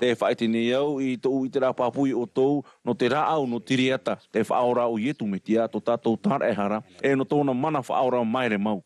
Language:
Tahitian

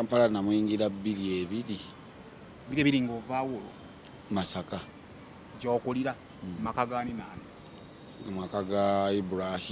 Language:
Ganda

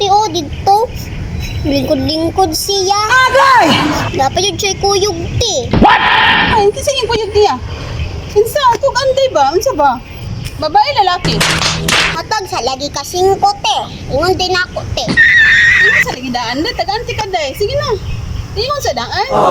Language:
Cebuano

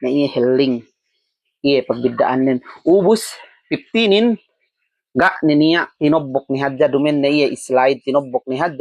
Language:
Yakan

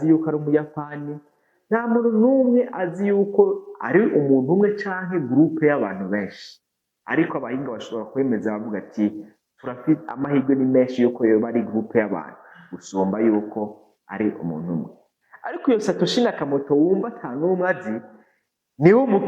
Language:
Rundi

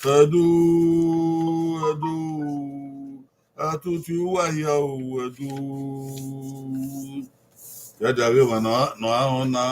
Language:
Bini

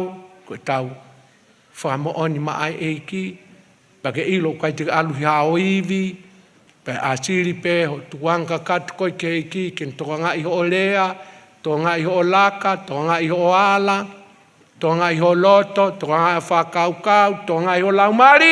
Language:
Tongan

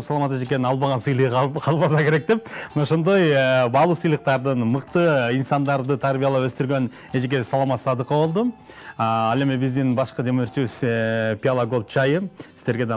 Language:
Kyrgyz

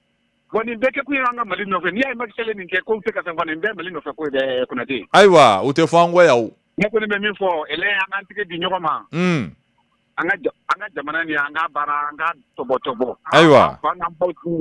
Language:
Bambara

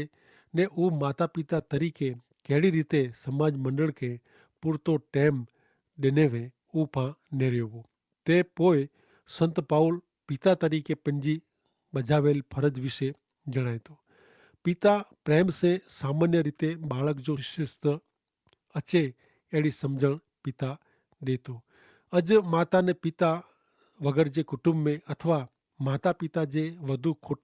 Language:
Kachhi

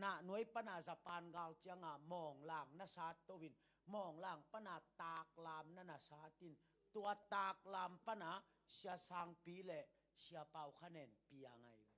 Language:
Tedim Chin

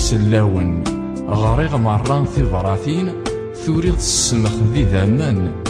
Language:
Kabyle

